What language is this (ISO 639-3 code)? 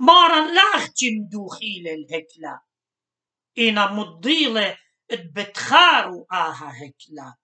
aii